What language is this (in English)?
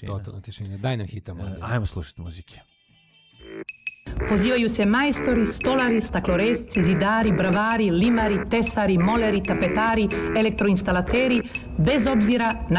Serbian